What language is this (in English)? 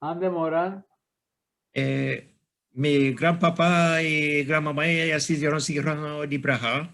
Ladino